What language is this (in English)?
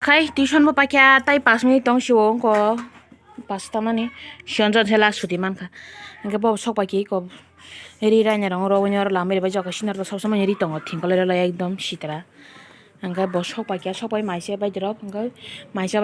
Kok Borok